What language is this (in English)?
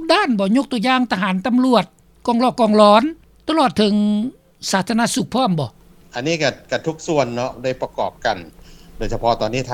Lao